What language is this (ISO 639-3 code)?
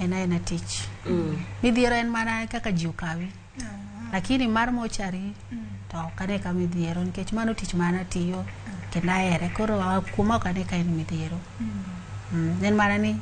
luo